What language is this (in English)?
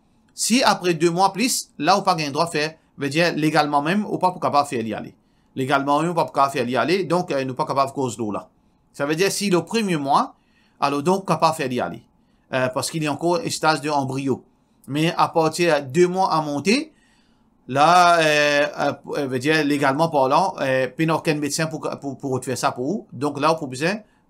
Morisyen